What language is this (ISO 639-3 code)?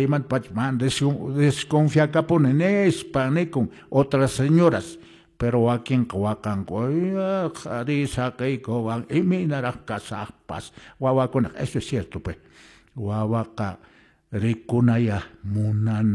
que